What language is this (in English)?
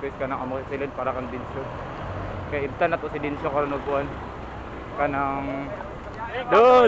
Cebuano